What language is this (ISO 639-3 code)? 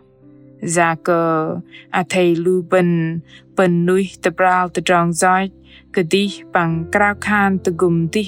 bdq